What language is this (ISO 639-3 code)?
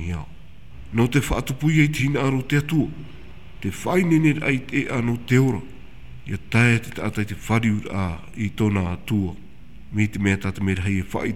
tah